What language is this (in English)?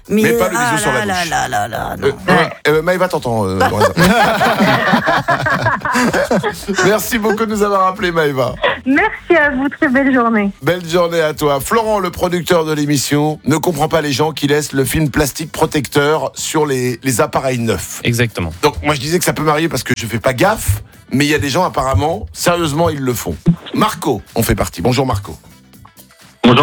French